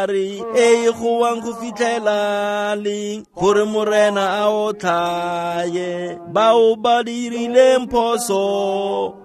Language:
Tswana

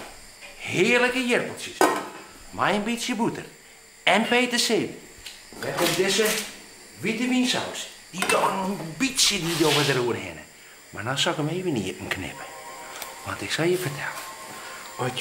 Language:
Western Frisian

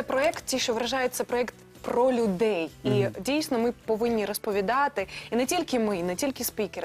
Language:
Ukrainian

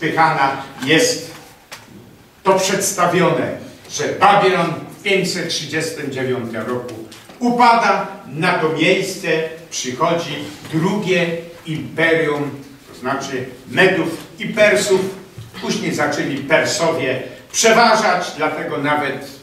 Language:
Polish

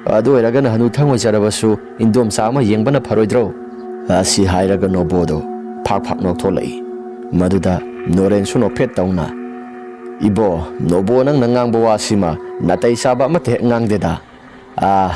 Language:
Manipuri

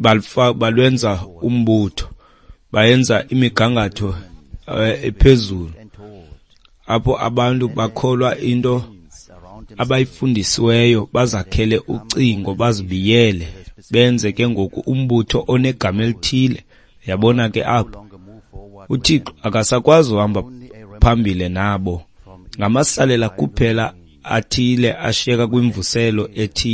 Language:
Xhosa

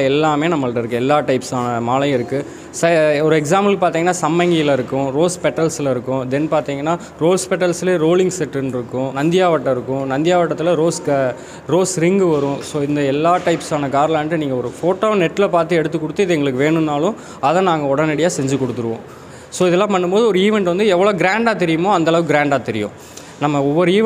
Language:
Tamil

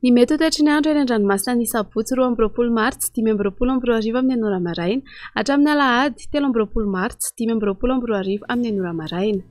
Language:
Malagasy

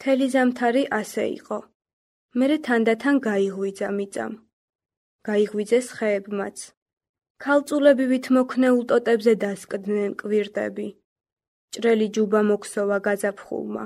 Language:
Georgian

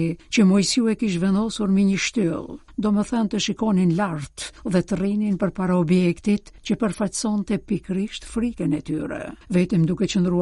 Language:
Albanian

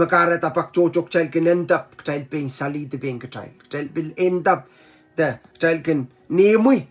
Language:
Pohnpeian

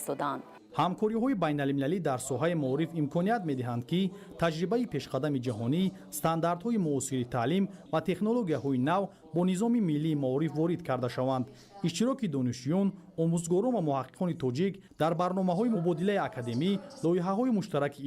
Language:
Tajik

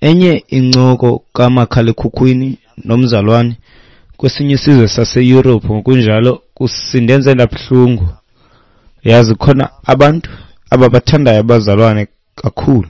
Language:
Xhosa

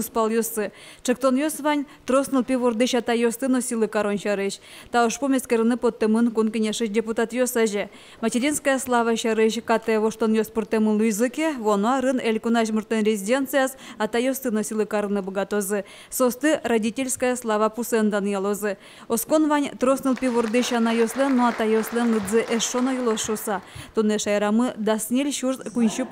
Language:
Udmurt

